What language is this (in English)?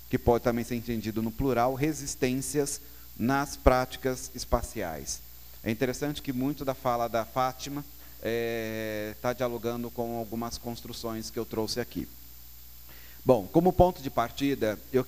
Portuguese